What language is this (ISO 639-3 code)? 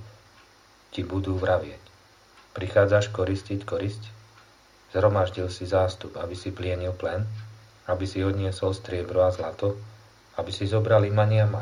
slk